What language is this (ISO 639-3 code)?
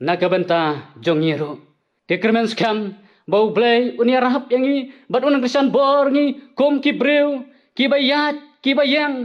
kha